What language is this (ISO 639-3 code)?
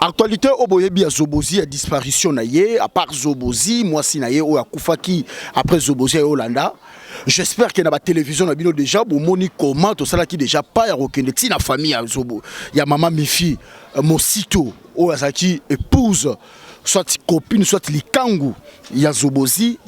lin